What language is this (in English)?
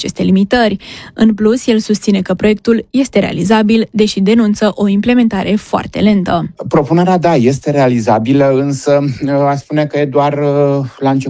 Romanian